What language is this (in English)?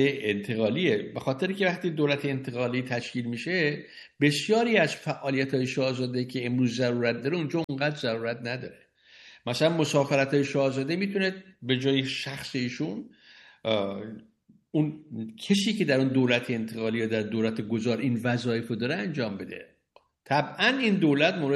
Persian